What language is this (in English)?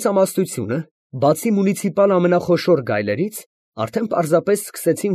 Armenian